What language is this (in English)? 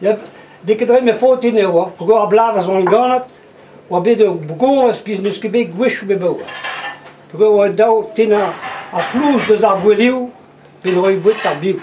Breton